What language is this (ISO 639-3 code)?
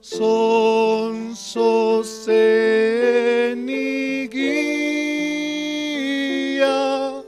quh